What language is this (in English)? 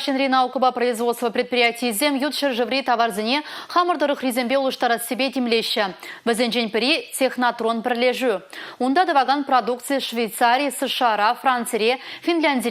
Chuvash